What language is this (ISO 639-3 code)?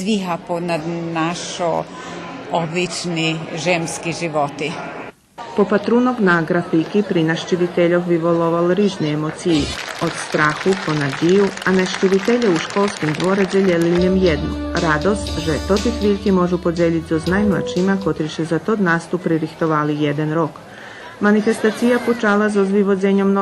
rue